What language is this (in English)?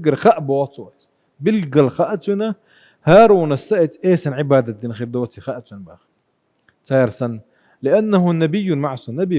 Chechen